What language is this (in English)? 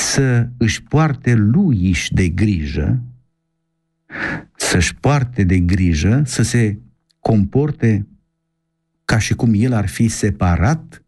Romanian